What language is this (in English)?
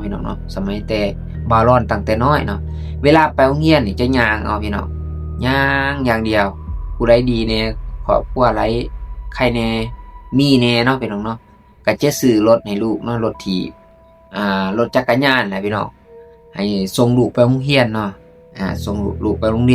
Lao